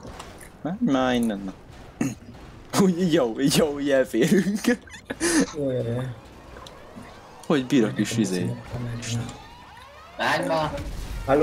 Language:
Hungarian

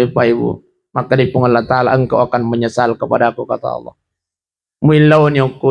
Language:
Buginese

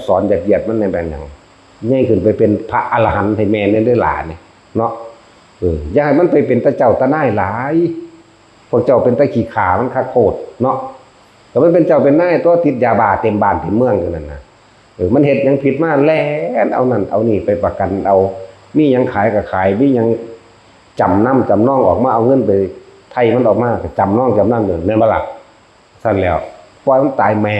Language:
Northeastern Thai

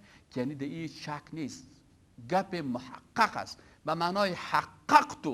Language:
Persian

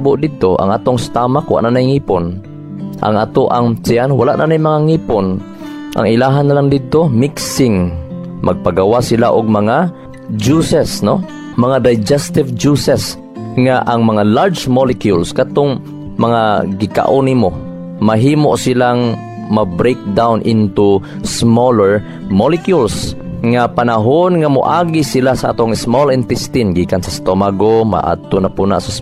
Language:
Cebuano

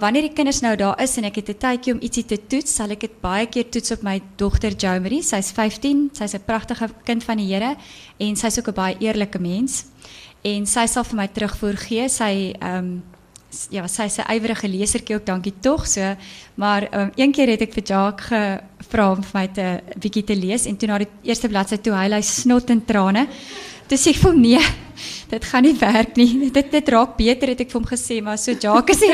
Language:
Afrikaans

